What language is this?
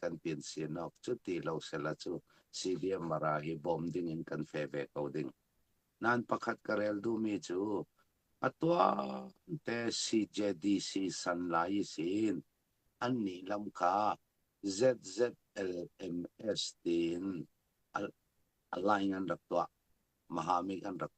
Falam Chin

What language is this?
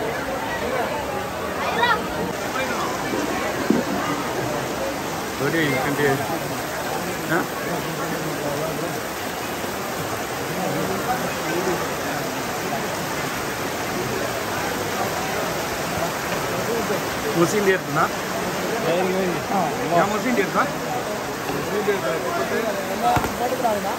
Malayalam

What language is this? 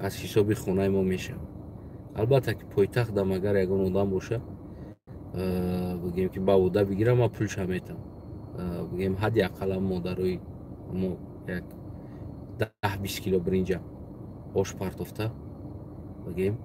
Tajik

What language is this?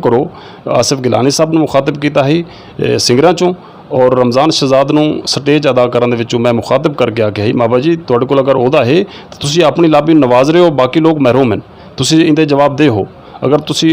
Saraiki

